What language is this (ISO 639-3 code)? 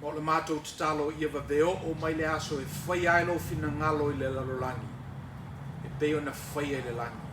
smo